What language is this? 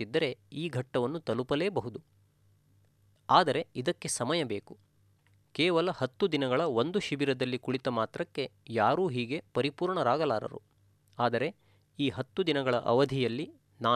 Kannada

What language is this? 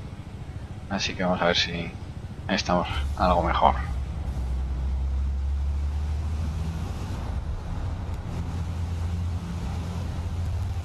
Spanish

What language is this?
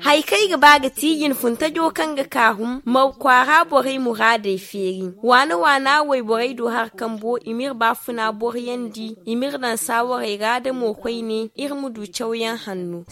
Zarma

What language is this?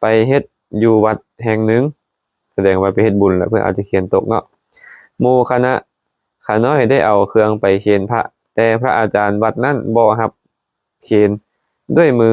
Lao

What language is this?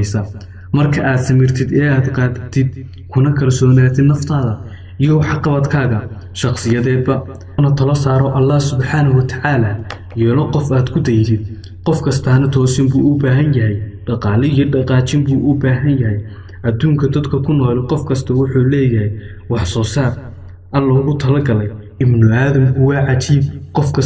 Somali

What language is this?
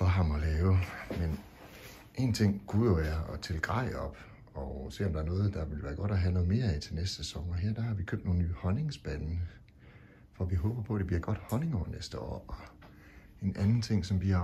Danish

